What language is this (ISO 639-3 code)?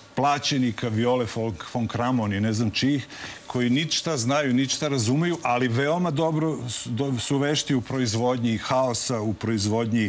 srp